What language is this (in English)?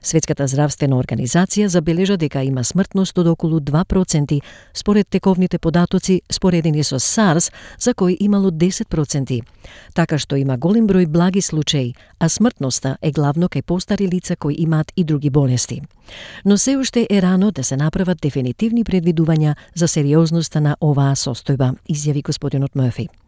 Macedonian